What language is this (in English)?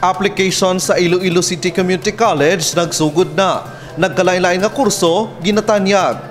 Hiligaynon